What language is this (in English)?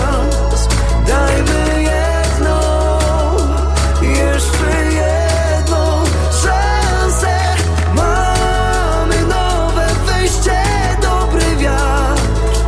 Polish